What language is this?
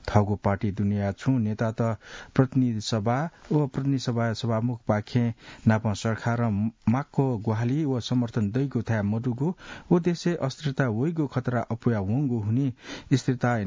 Newari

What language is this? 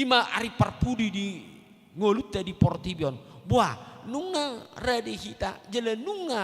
Batak Toba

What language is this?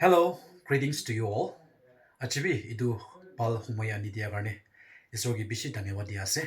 Naga Pidgin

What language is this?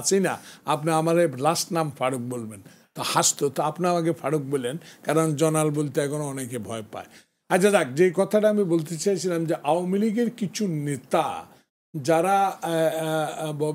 Bangla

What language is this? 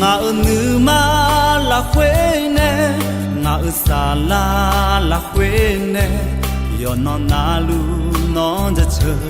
Akha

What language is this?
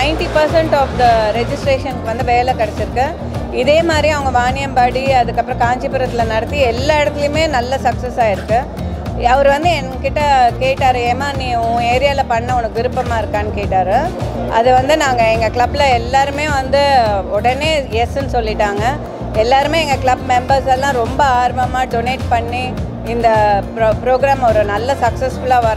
Tamil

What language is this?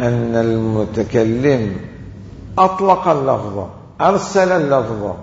Mesopotamian Arabic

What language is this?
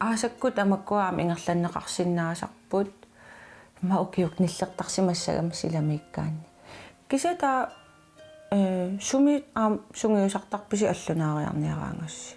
Kalaallisut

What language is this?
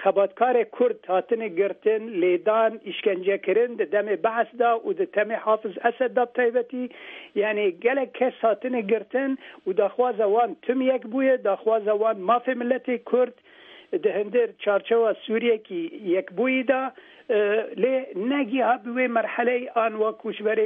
Kurdish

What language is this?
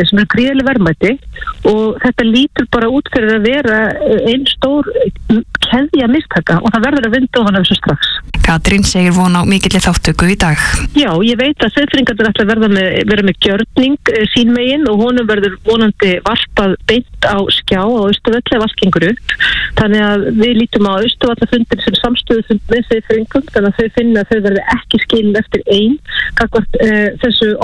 Icelandic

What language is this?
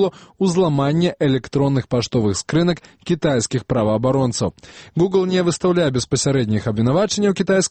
Belarusian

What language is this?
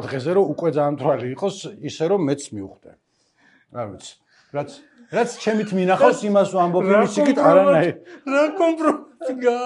Georgian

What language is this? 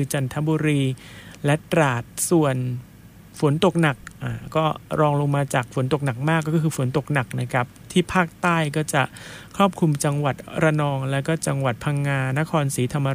Thai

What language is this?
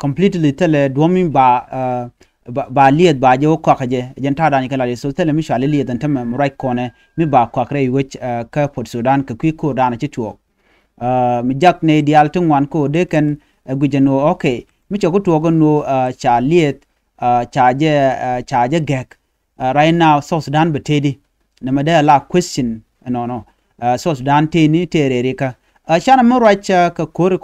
Nuer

